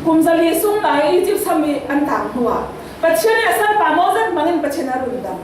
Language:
Falam Chin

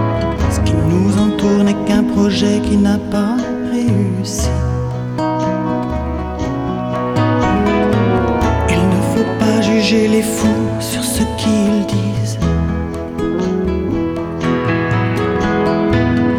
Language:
French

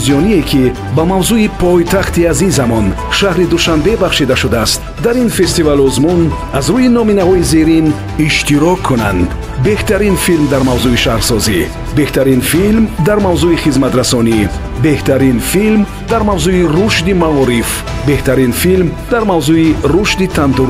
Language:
Tajik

